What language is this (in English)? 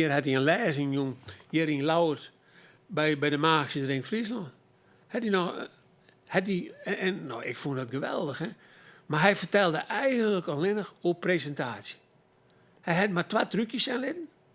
Western Frisian